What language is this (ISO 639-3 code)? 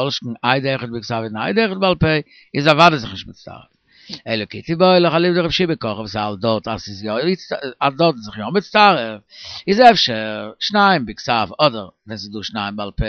yid